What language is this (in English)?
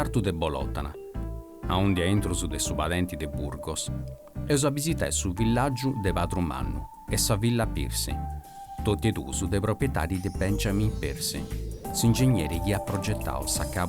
Sardinian